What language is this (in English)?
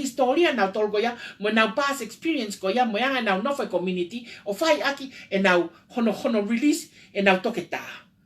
Tongan